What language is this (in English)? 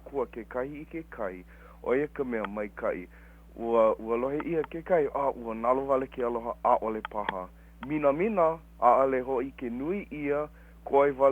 Hawaiian